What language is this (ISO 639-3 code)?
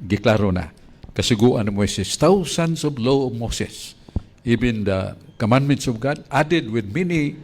ceb